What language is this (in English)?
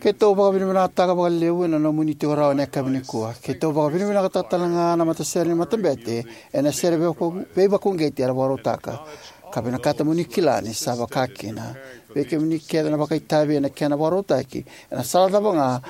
Fijian